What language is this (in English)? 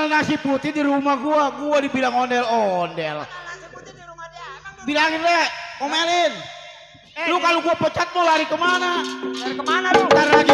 Betawi